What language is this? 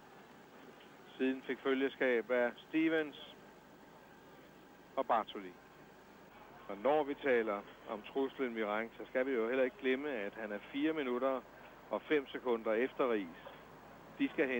Danish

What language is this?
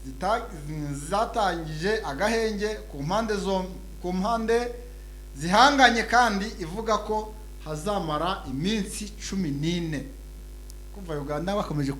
Kinyarwanda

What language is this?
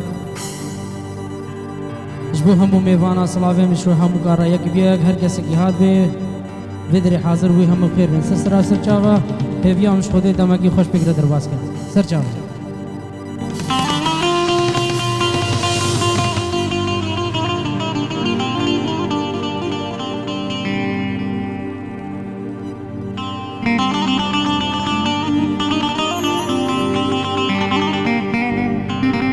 Kurdish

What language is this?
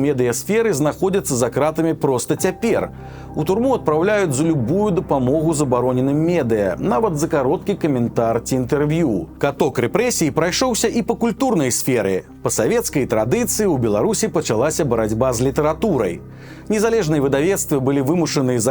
Belarusian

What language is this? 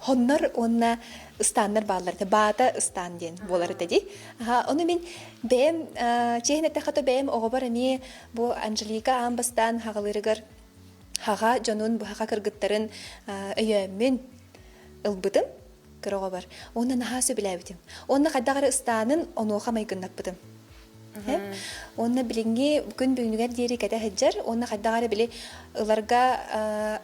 Yakut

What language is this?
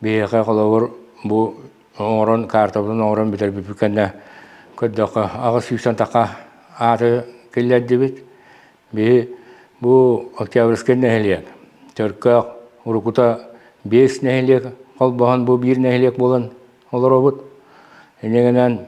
Yakut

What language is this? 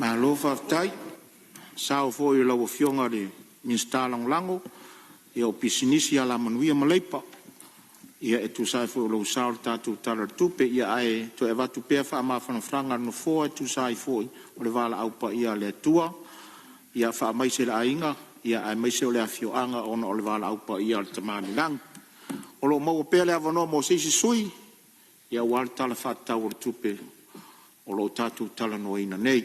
Samoan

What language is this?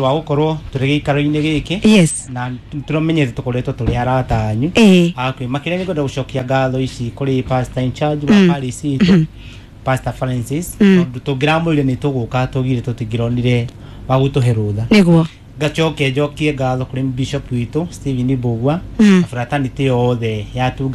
Kikuyu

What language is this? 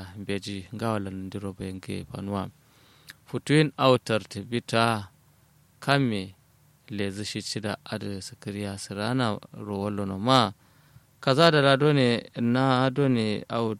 Kanuri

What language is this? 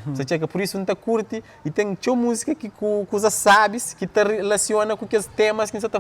Kabuverdianu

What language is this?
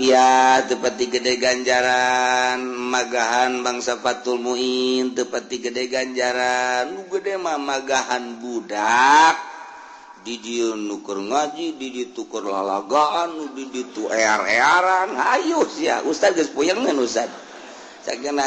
Sundanese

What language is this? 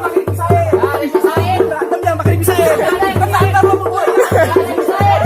Betawi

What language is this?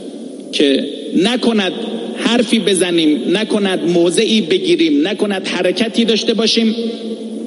Persian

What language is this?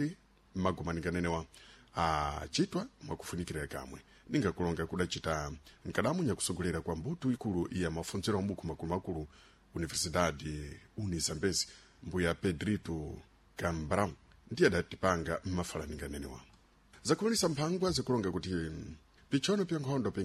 Sena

